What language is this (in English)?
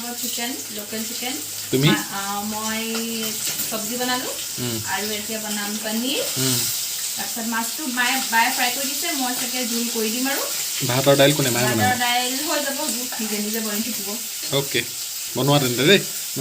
Assamese